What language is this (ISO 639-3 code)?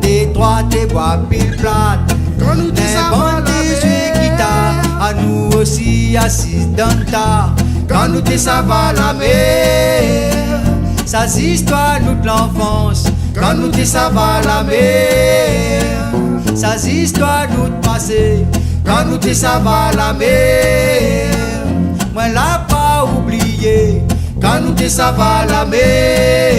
rcf